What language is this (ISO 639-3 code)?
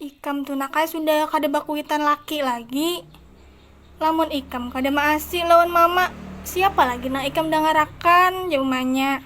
bjn